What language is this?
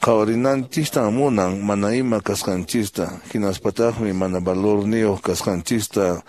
Quechua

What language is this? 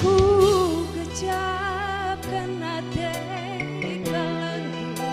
Batak Karo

